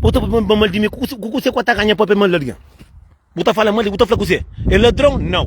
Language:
Kabuverdianu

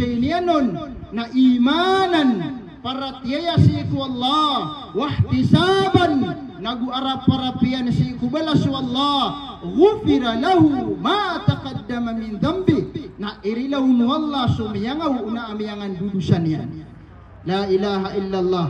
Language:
Maranao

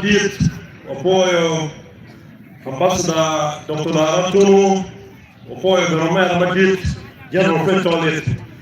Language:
Acoli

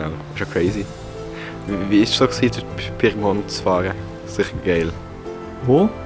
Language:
Swiss German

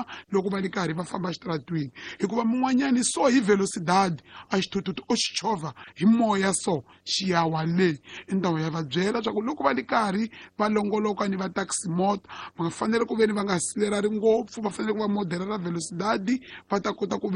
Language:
Tsonga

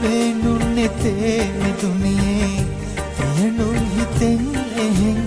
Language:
Divehi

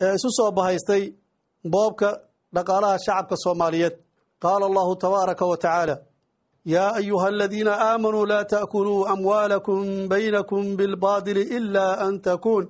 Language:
Somali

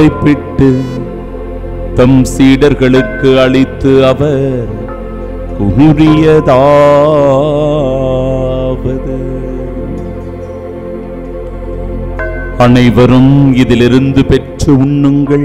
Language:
Tamil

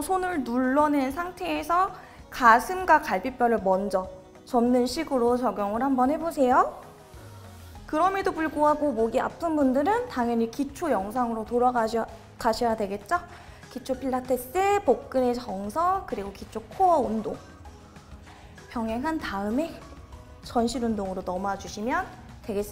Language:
Korean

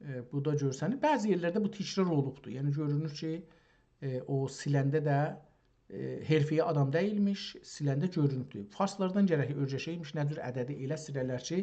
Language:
South Azerbaijani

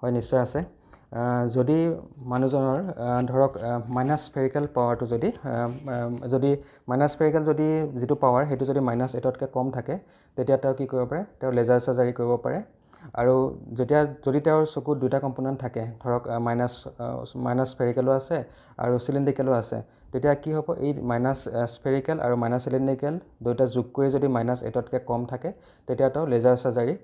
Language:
Assamese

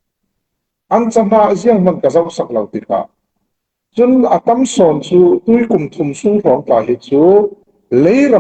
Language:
Falam Chin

